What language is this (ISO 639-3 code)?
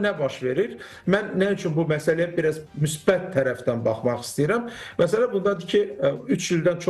aze